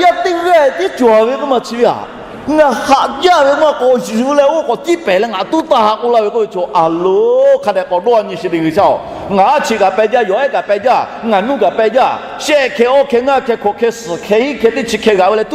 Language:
Lahu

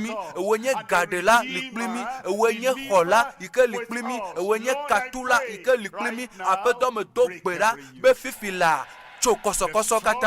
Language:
Ewe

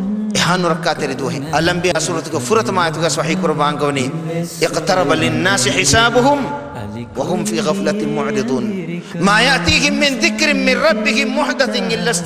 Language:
Divehi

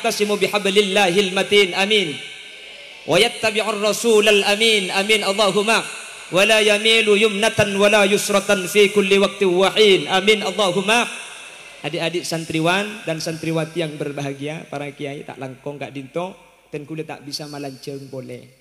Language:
Madurese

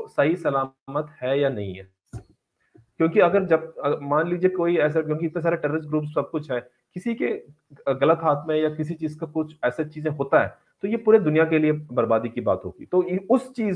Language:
Hindi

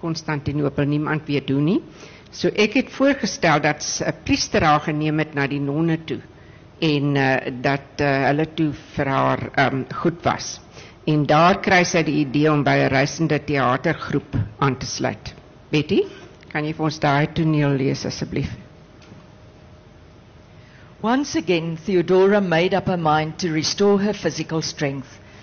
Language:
Afrikaans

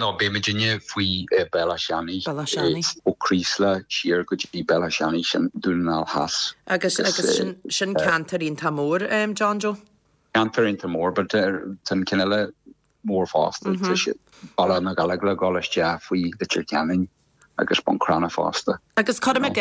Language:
Irish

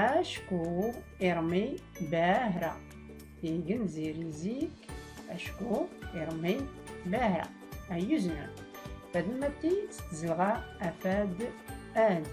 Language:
Tachelhit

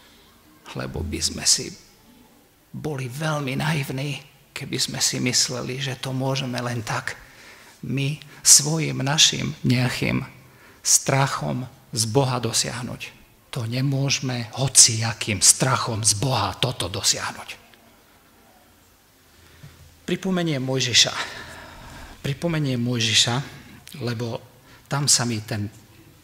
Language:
Slovak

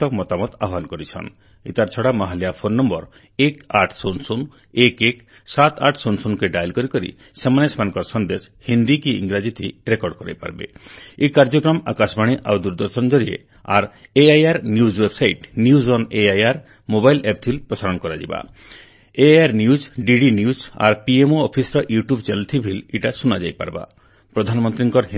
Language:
Odia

